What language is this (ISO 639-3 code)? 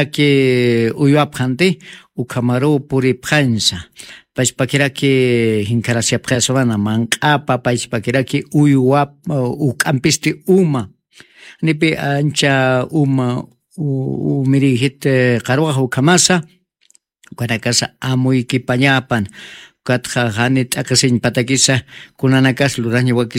aym